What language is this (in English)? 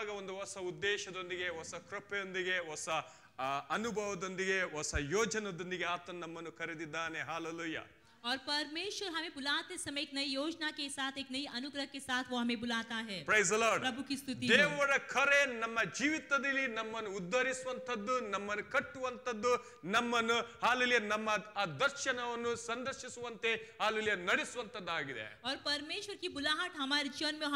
Kannada